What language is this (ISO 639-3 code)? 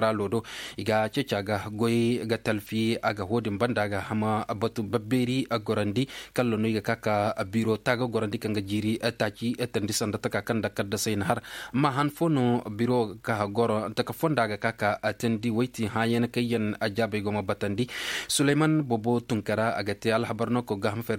dje